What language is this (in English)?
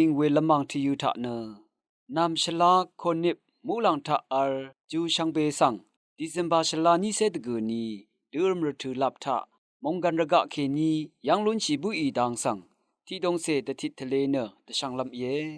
Rawang